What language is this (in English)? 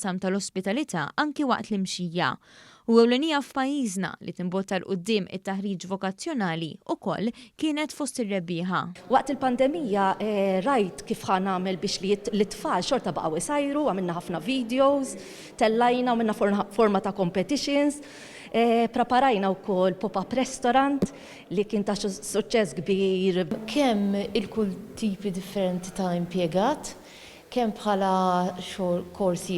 Maltese